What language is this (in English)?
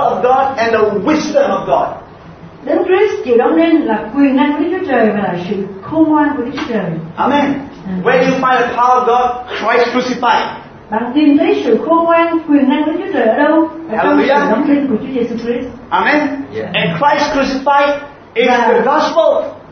Vietnamese